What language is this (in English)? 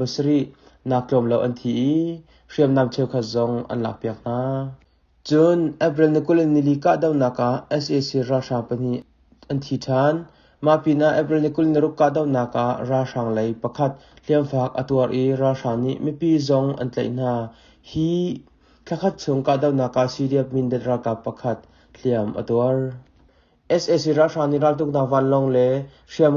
Hakha Chin